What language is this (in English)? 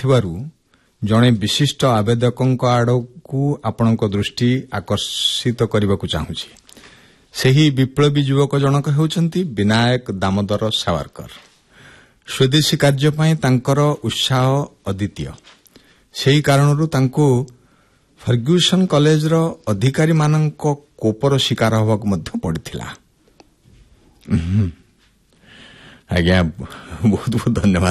Odia